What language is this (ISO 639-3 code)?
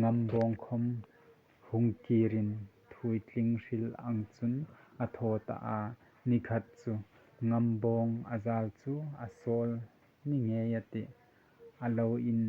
hmr